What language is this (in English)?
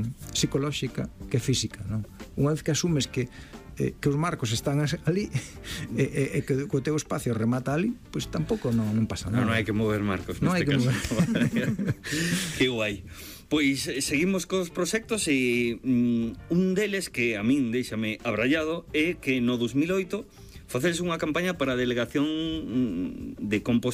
Galician